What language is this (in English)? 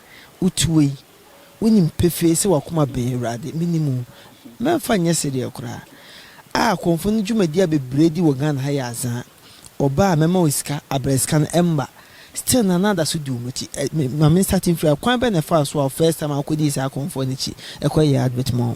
Akan